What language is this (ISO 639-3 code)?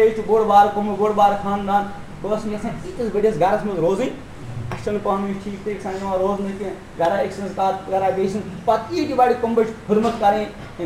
kas